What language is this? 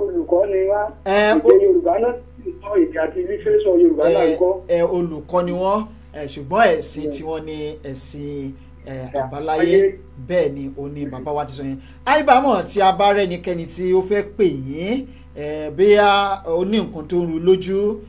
Yoruba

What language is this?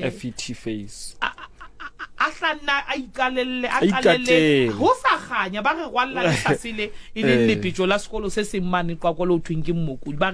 Southern Sotho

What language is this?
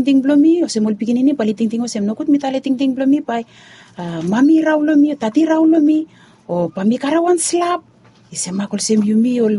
Bislama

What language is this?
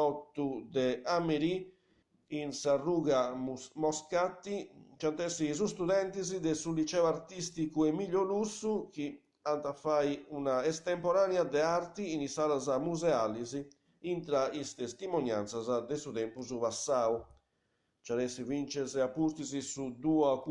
Sardinian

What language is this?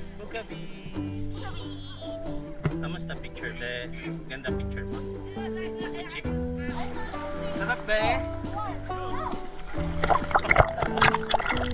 Filipino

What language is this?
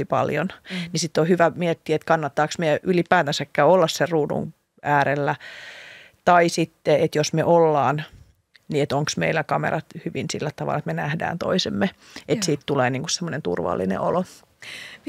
Finnish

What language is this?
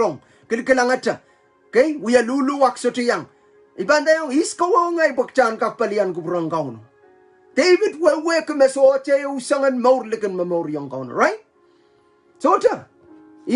Pohnpeian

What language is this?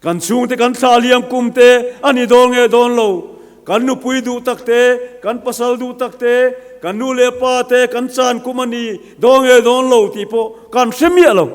Mizo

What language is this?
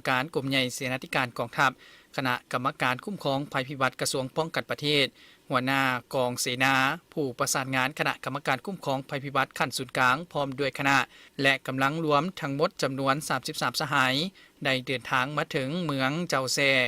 Lao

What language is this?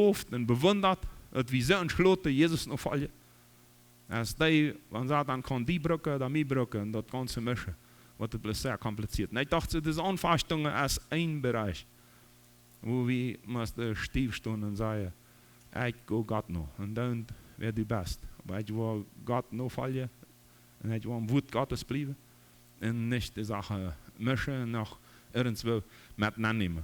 Plautdietsch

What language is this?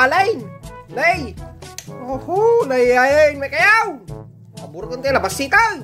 Iloko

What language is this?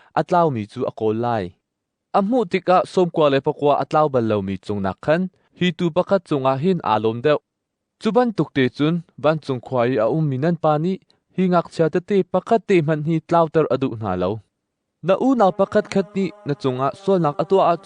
Hakha Chin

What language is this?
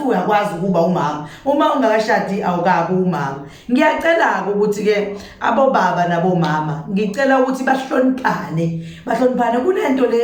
Zulu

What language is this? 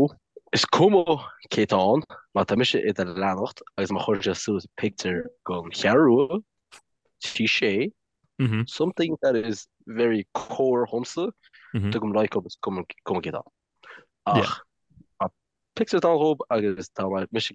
Irish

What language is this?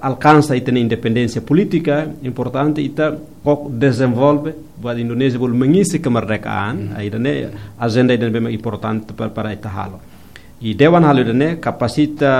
Tetum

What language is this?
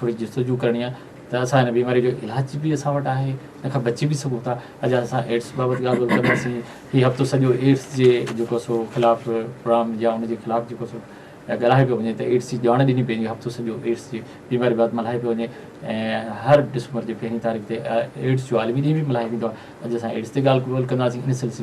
Sindhi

